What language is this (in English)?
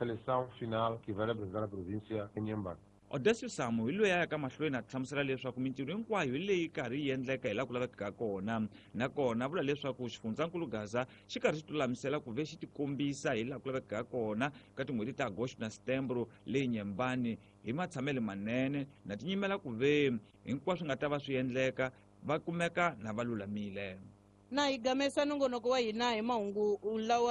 Tsonga